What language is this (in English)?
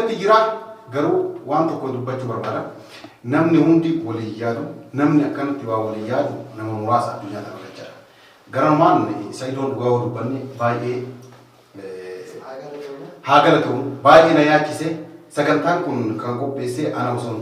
Oromo